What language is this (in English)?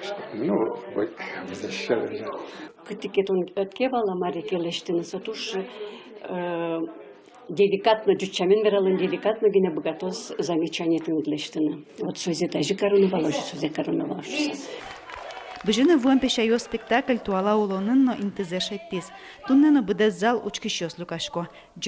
Udmurt